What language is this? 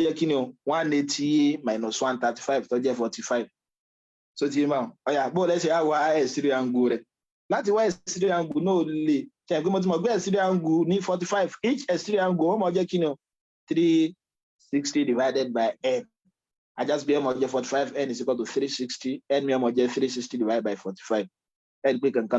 Yoruba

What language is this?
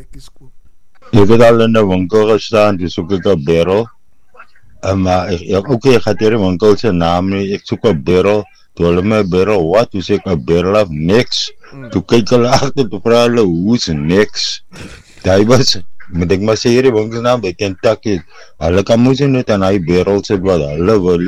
Afrikaans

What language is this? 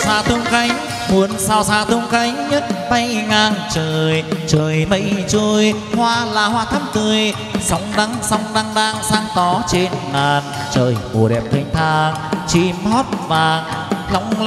Vietnamese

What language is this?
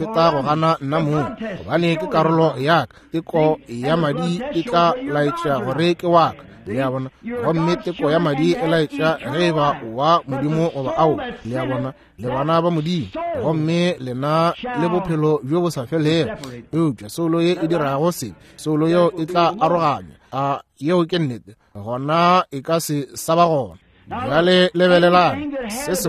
Northern Sotho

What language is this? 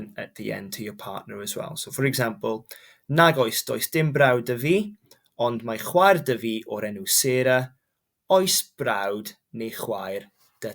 Welsh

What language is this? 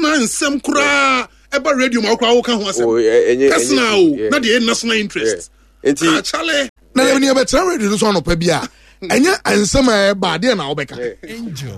Akan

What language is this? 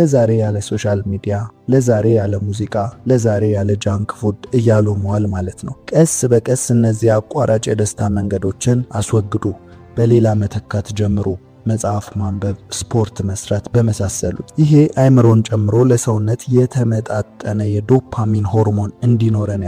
Amharic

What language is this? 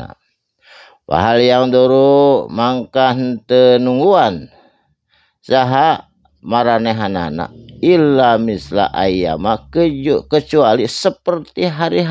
Sundanese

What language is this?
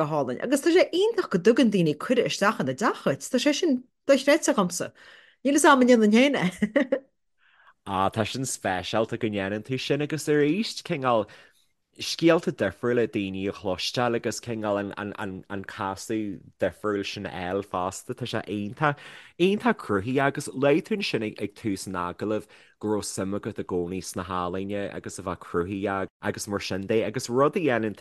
Irish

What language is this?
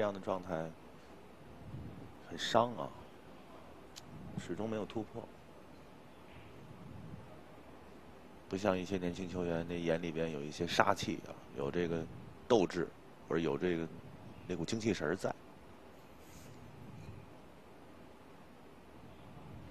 Chinese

